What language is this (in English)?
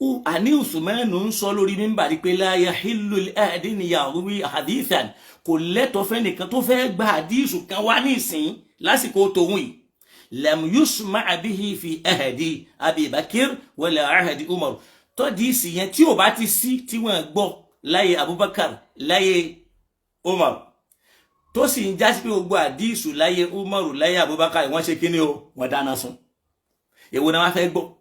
Yoruba